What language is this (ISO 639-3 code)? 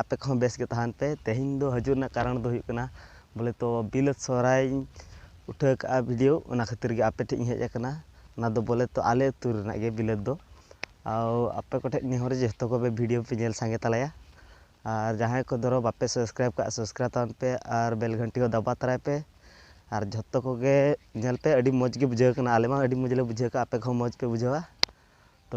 sat